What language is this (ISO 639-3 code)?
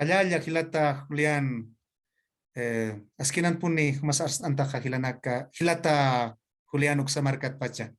aym